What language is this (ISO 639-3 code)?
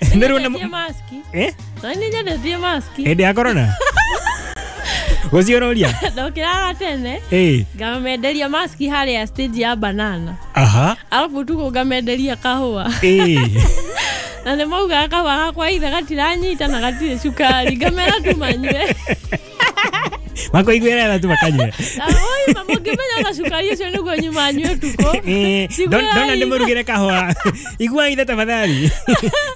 kik